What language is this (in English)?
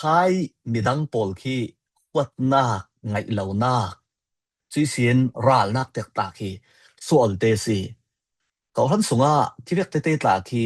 Falam Chin